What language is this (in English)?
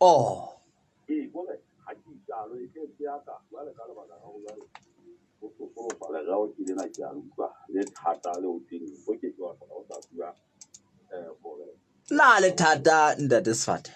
Southern Sotho